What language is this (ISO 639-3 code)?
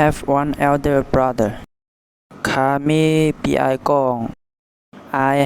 shn